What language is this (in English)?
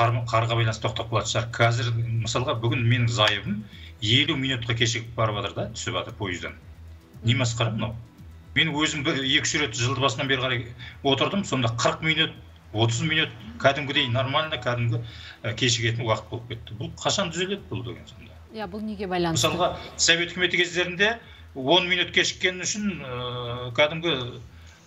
Kazakh